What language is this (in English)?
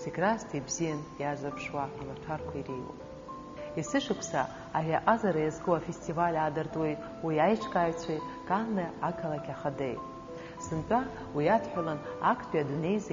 Abkhazian